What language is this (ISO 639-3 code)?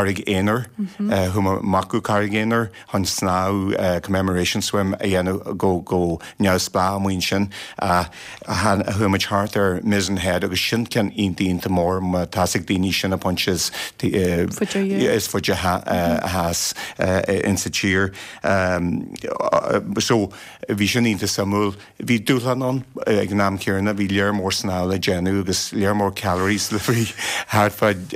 gle